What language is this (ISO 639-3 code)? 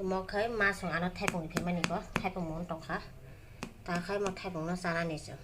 trp